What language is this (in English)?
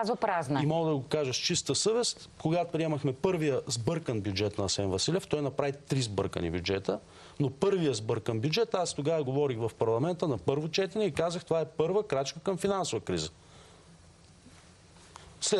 Bulgarian